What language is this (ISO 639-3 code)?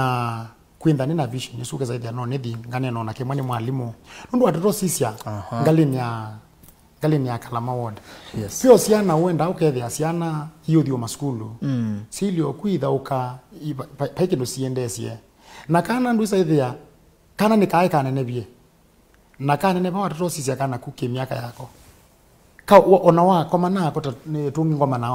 kam